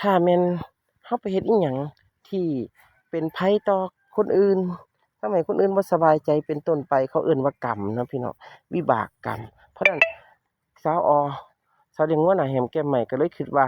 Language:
Northeastern Thai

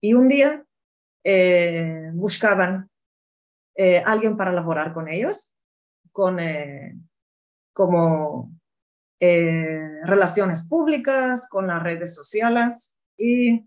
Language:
Ladino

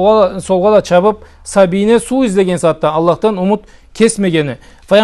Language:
Karachay-Balkar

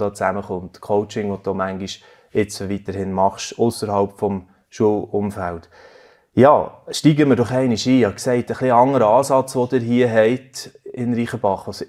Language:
Swiss German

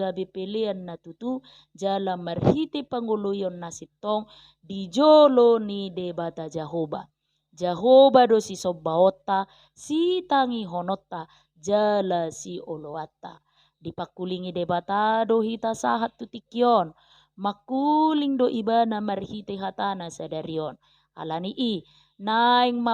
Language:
Batak Toba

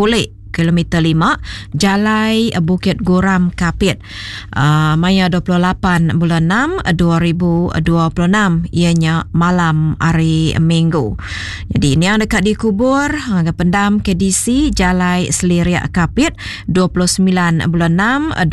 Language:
Iban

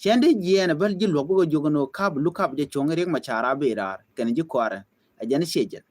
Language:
Nuer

